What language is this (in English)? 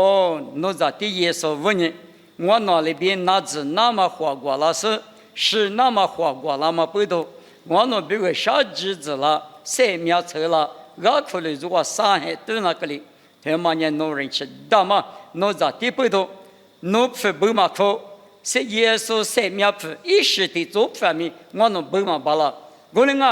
Lisu